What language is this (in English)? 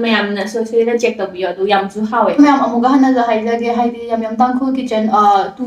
Manipuri